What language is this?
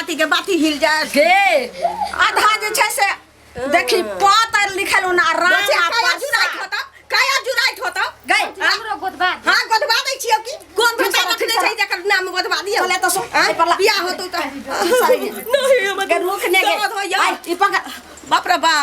Maithili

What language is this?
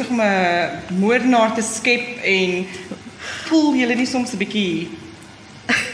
Afrikaans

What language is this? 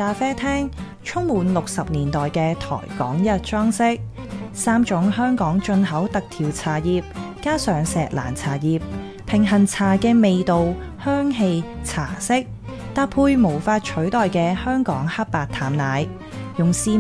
Cantonese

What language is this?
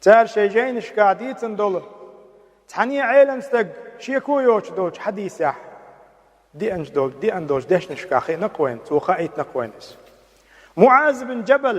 Chechen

